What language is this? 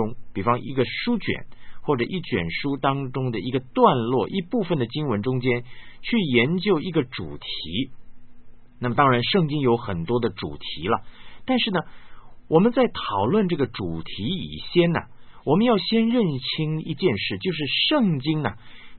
Chinese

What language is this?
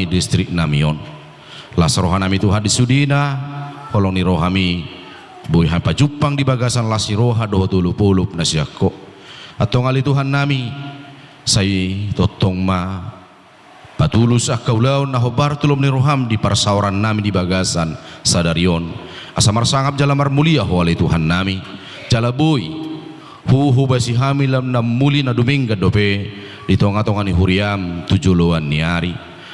Batak Toba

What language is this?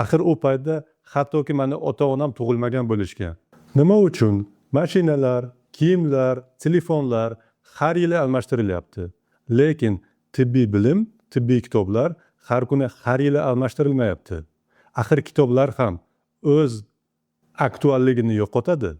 Uzbek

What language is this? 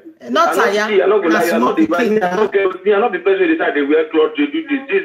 Nigerian Pidgin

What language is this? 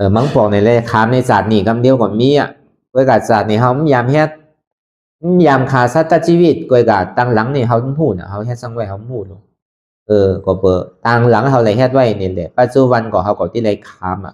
Shan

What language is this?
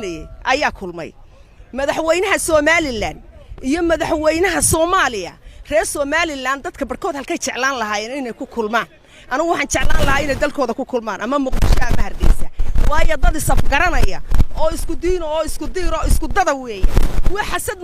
Somali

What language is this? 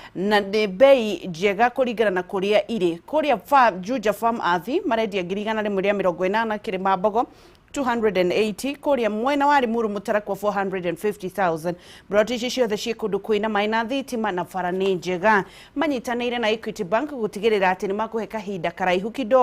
Kikuyu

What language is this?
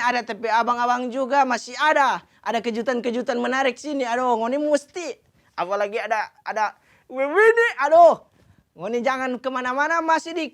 Manado Malay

